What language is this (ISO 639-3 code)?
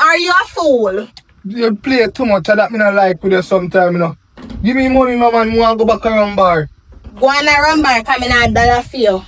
jam